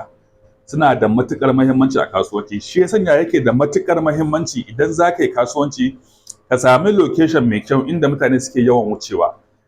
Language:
Hausa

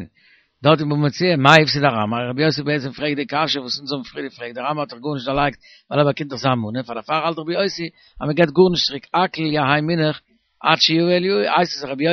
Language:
Yiddish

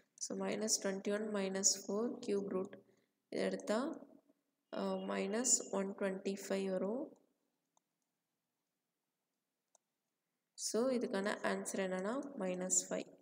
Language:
Tamil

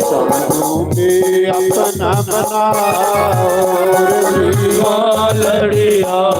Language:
Dogri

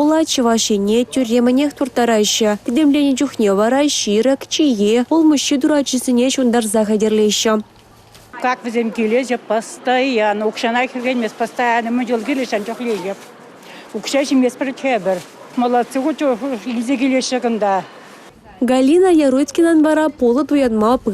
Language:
Chuvash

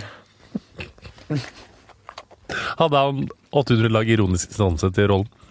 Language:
Norwegian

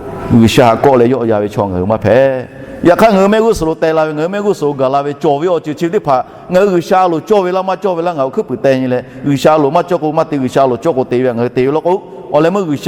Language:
Lahu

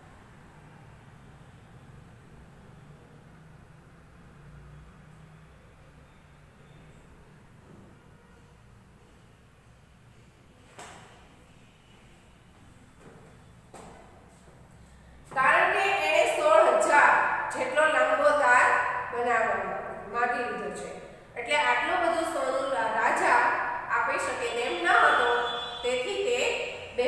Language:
Gujarati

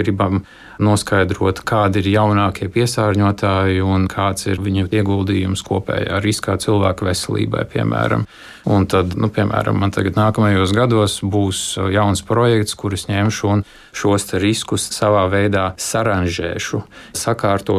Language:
Latvian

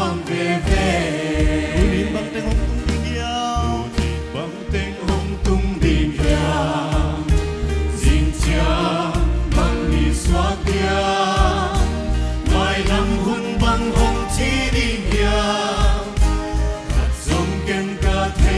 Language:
Paite Chin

